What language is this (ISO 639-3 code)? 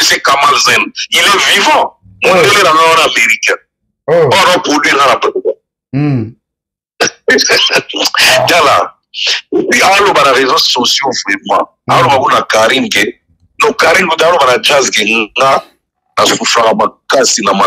lin